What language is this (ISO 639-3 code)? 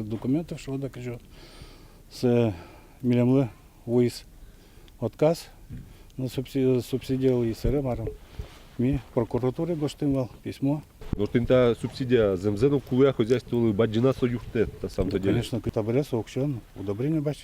udm